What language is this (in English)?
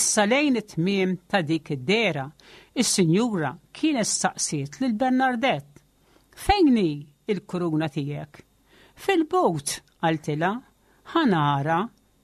Maltese